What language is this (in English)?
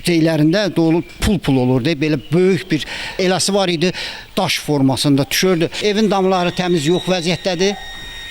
Azerbaijani